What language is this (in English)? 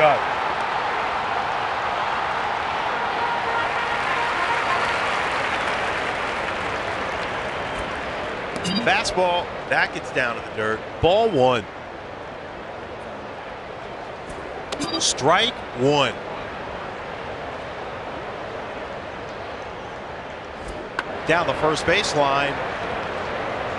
English